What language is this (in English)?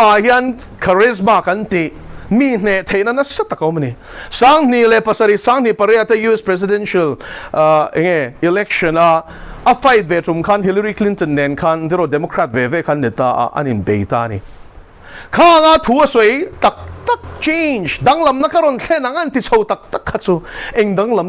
Mizo